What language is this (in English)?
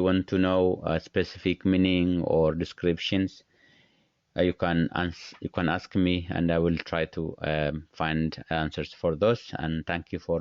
English